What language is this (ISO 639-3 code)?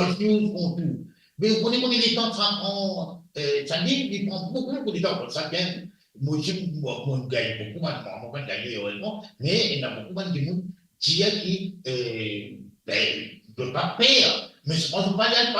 mfe